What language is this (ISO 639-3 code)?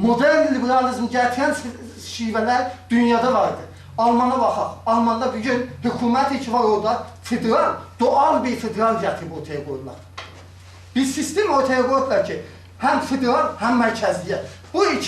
azb